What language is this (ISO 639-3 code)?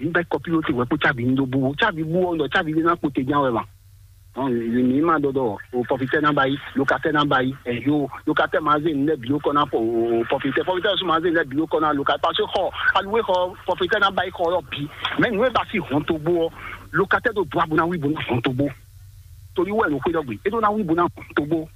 fon